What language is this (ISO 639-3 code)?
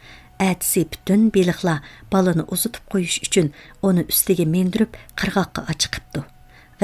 uig